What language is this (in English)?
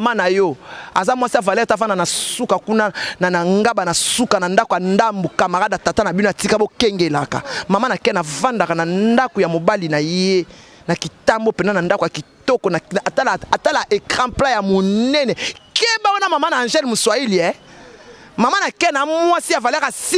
Lingala